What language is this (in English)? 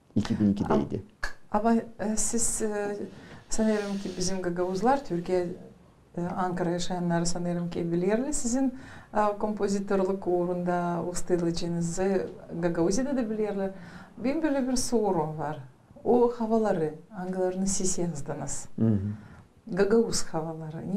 Gagauz